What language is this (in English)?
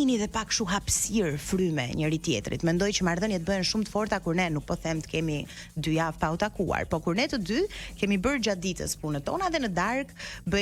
Albanian